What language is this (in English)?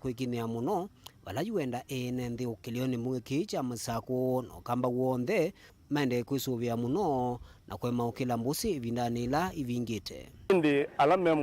Kamba